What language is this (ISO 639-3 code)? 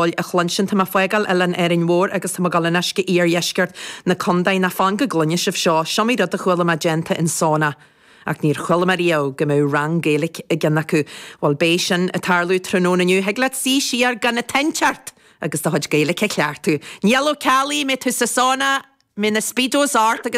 gle